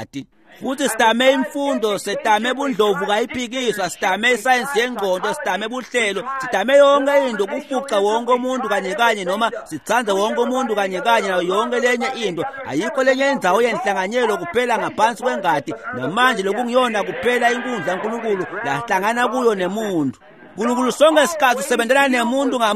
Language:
Swati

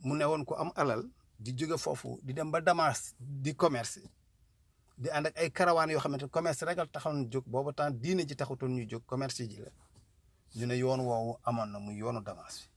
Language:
Wolof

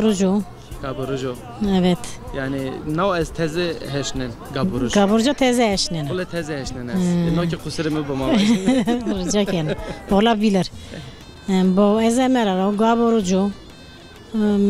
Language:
Zaza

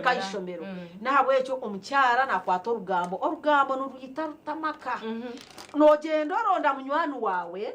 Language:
Nyankole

